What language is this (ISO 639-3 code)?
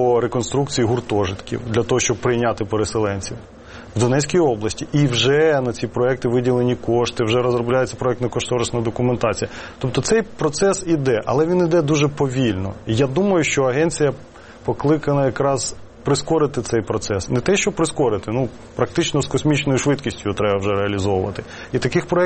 ukr